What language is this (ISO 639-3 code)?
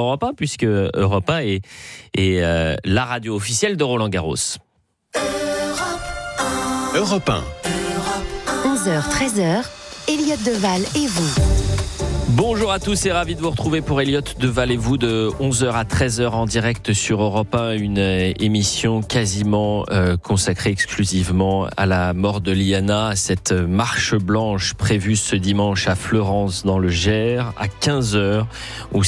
fra